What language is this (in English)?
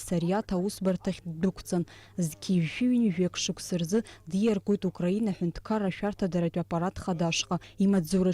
Abkhazian